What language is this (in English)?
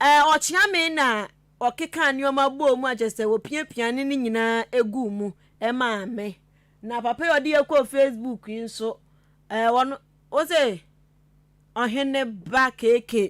Akan